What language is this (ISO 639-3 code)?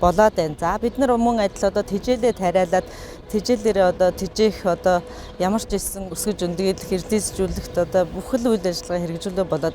mon